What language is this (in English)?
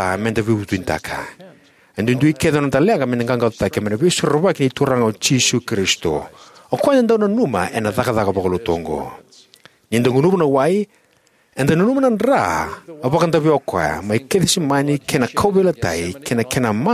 Fijian